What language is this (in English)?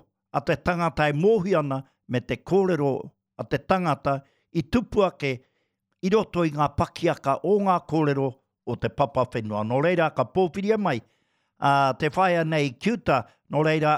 Māori